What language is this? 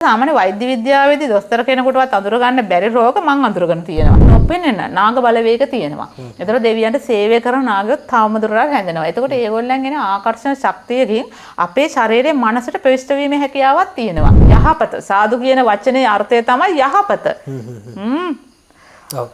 Sinhala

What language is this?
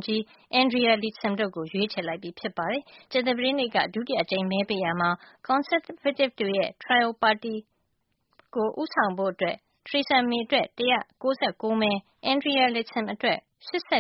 Burmese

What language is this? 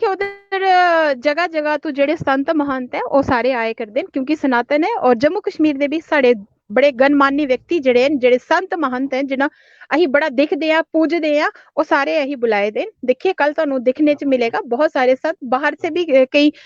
Dogri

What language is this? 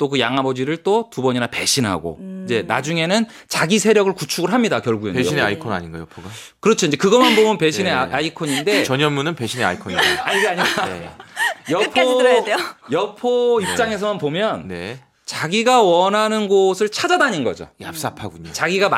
Korean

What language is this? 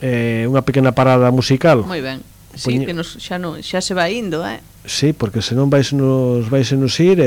Galician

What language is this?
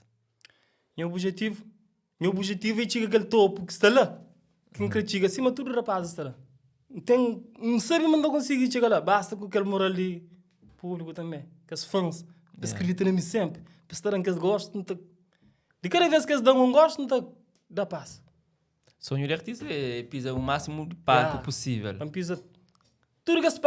Kabuverdianu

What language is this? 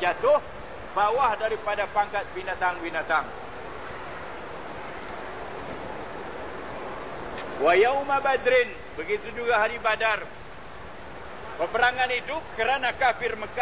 Malay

